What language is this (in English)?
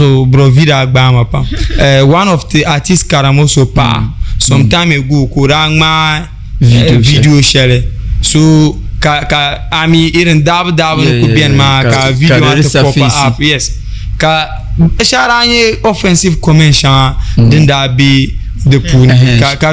Dagbani